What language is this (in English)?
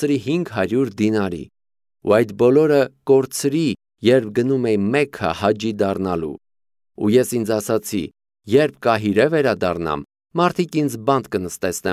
Armenian